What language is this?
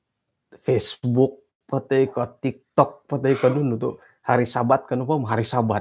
Central Dusun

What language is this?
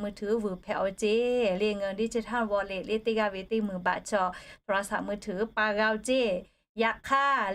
Lahu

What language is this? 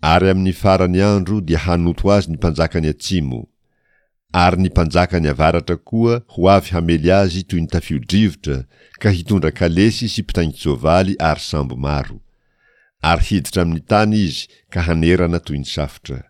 Malagasy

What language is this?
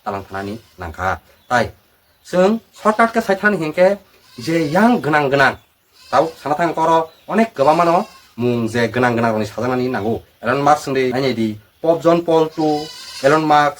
Kok Borok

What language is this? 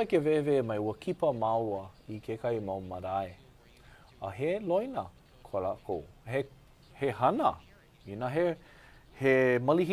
Hawaiian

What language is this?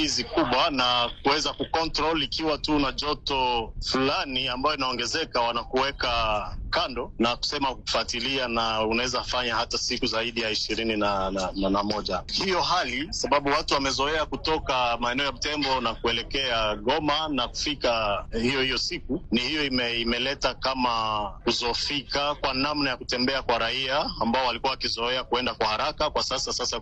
Swahili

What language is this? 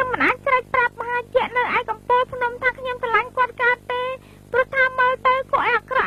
Khmer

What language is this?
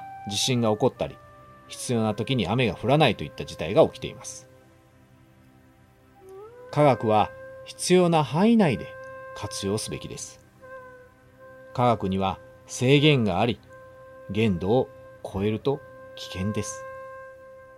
Japanese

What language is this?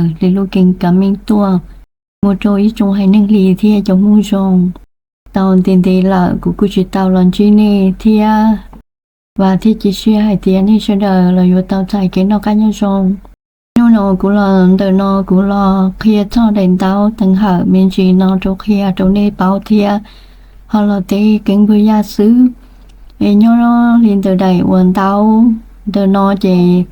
Hmong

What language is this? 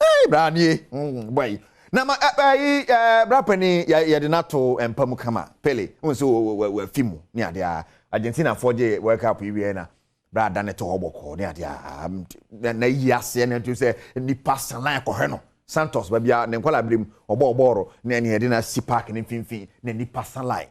Akan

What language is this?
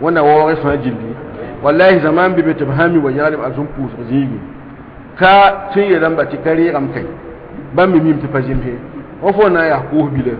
Mossi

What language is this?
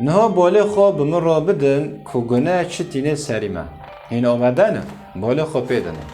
Kurdish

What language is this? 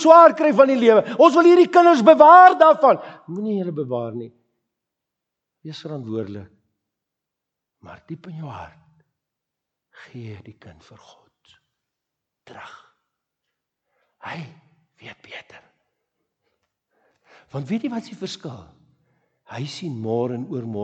Afrikaans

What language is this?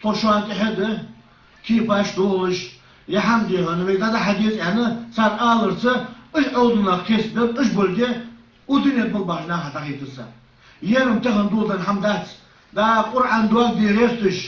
Ingush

